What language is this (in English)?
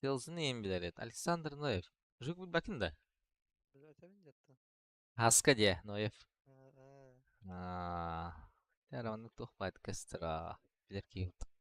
Yakut